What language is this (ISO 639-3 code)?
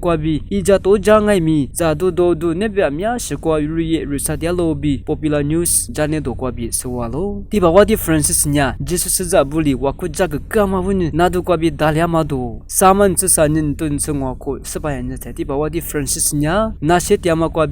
lis